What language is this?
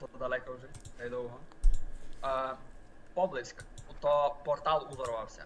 Rusyn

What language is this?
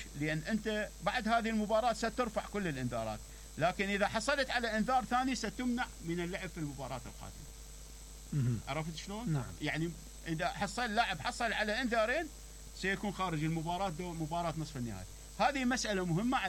Mesopotamian Arabic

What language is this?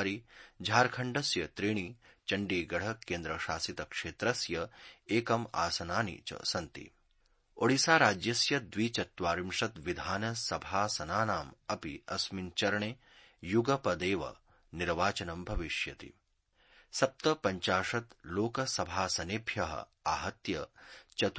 Sanskrit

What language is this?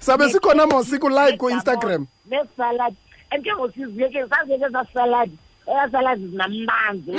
Xhosa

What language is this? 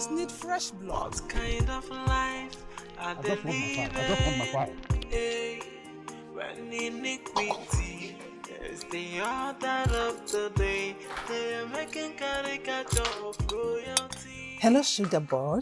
Nigerian Pidgin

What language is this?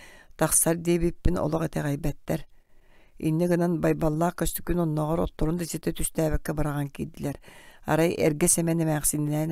Yakut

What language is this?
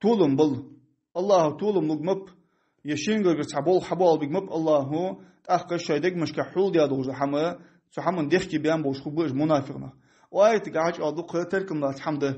Ingush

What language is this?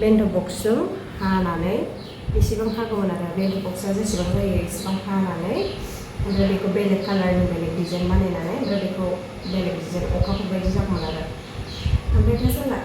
Bodo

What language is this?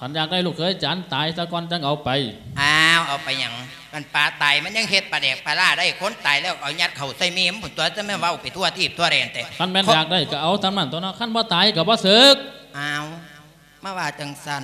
Lao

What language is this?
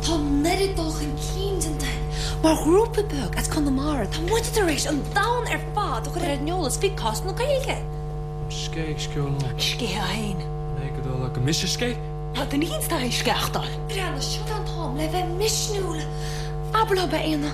Irish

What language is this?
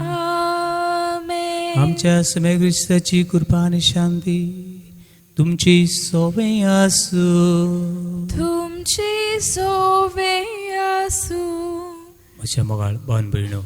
Konkani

